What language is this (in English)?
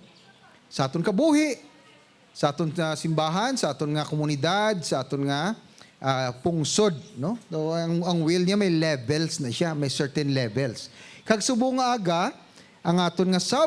Hiligaynon